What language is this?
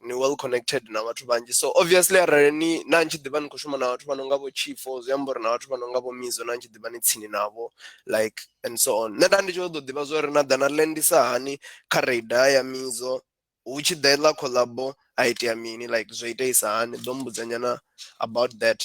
Venda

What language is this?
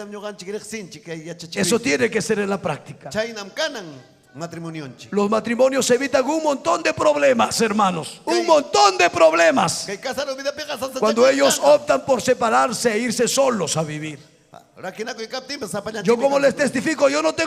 Ayacucho Quechua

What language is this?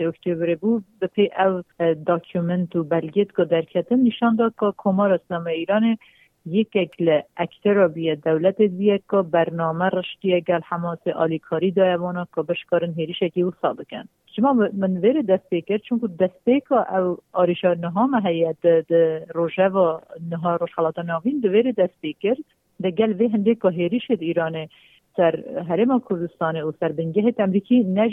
Kurdish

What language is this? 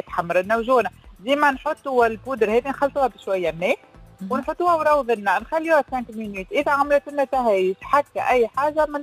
Tunisian Arabic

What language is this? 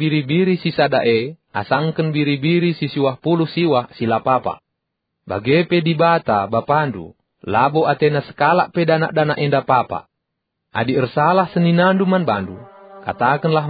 Batak Karo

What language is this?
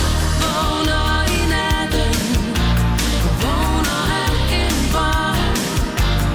Danish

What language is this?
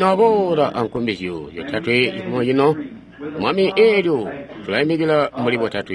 Tonga (Zambia)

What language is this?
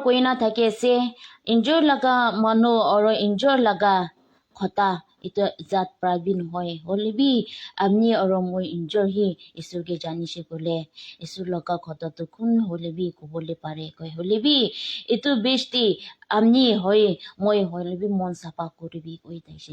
Naga Pidgin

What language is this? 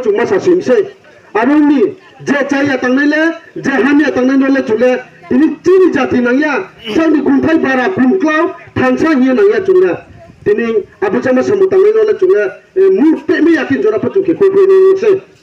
Riang (India)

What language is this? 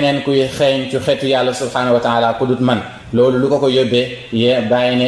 Wolof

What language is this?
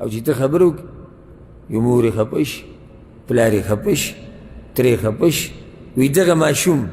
Pashto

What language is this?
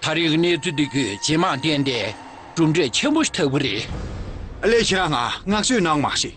Tibetan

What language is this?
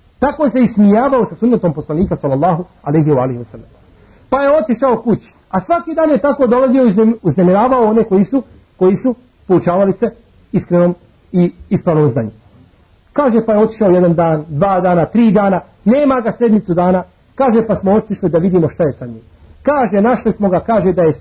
Bosnian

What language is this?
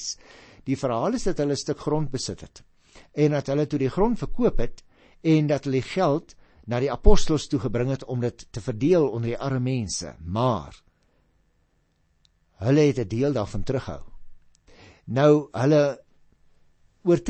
Afrikaans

